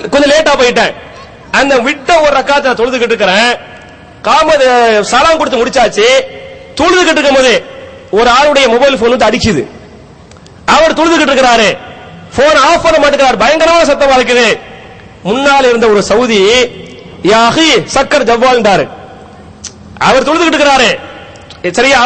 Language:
Tamil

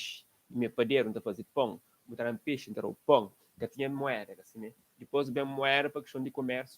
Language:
Kabuverdianu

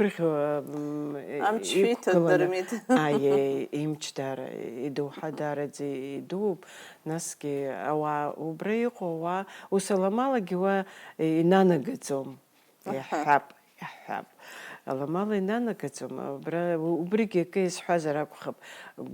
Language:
Abkhazian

